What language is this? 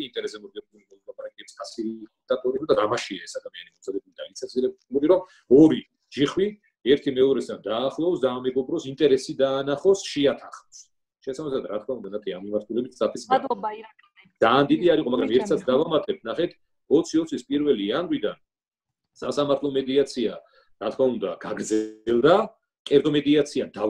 Georgian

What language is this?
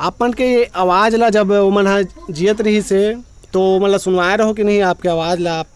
Chhattisgarhi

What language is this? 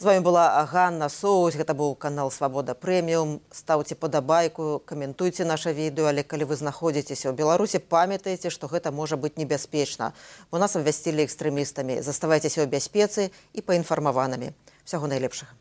Belarusian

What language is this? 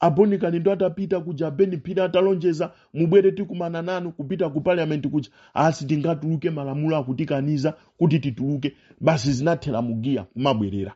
Nyanja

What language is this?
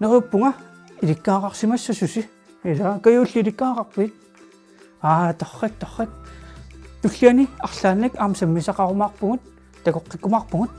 Kalaallisut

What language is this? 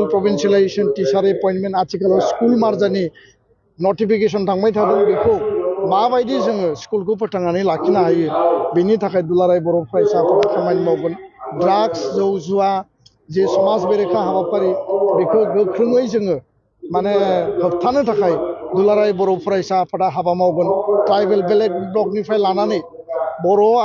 Bodo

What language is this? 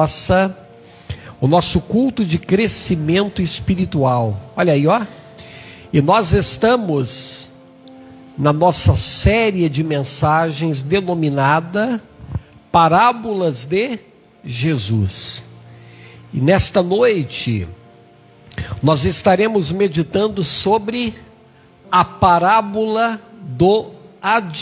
Portuguese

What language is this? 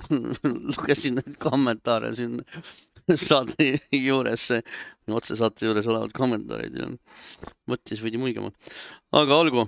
Estonian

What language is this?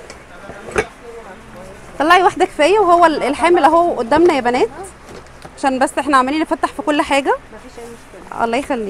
Egyptian Arabic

